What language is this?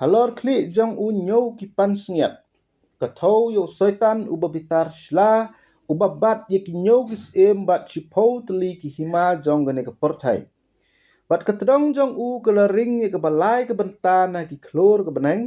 Khasi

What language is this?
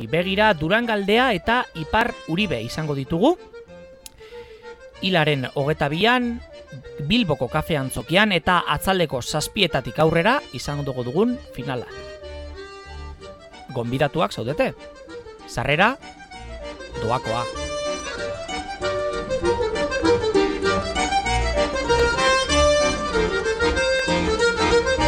Basque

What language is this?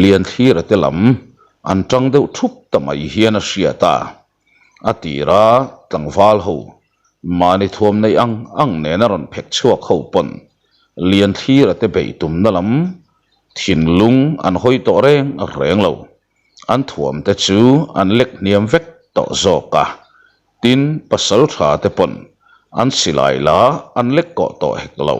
Mizo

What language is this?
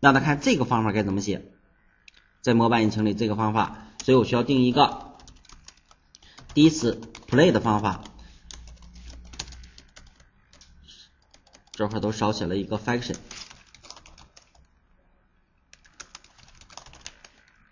Chinese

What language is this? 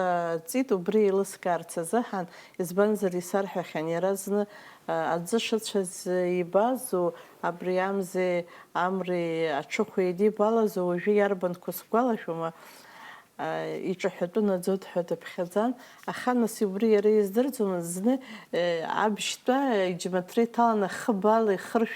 Abkhazian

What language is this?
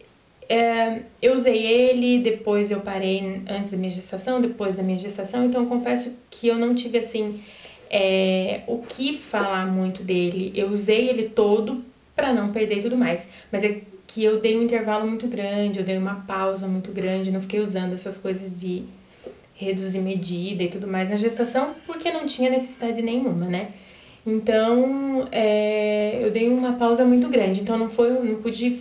Portuguese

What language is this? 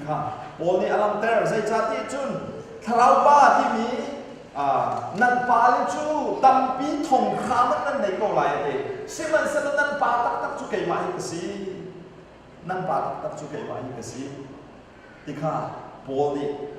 Hakha Chin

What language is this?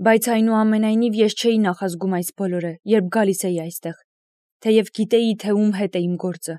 Armenian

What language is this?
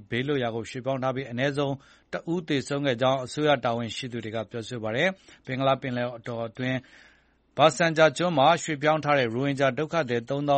Burmese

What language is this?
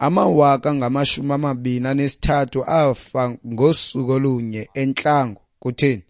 Xhosa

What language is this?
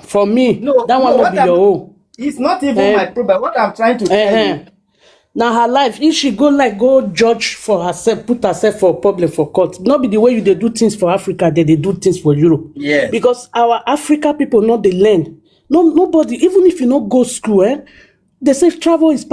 Nigerian Pidgin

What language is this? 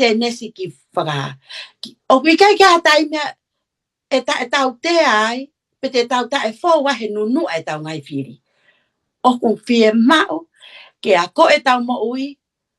Tongan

